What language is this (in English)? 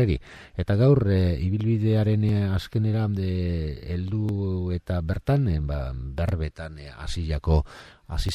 Basque